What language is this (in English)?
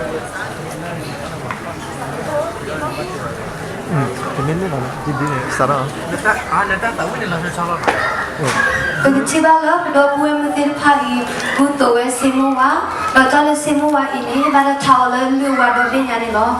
S'gaw Karen